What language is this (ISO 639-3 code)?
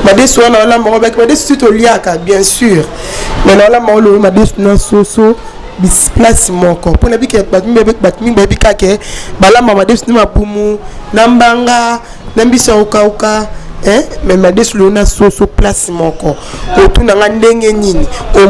lin